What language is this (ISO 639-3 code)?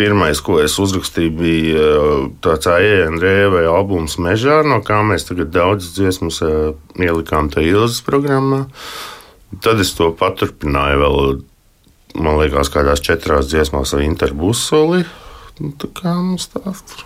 lav